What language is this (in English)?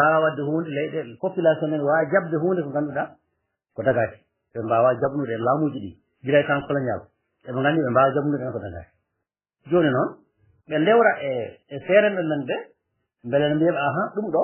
Fula